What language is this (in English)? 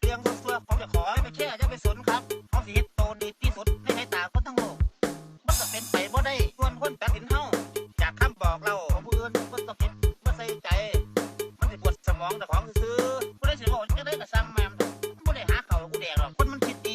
Northeastern Thai